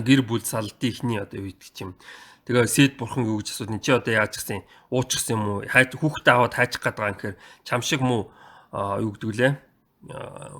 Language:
Mongolian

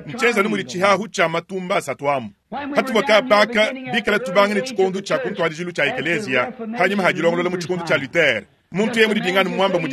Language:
Luba-Lulua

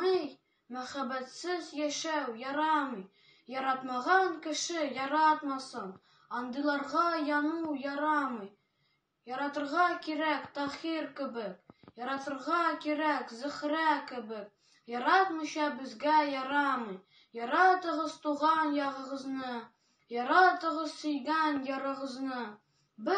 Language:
Tatar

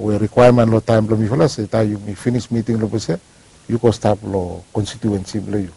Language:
Bislama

